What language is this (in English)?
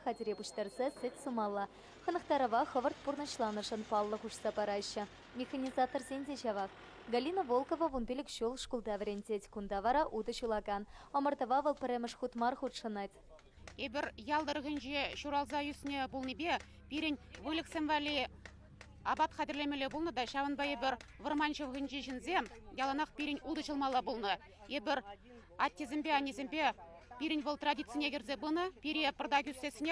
Chuvash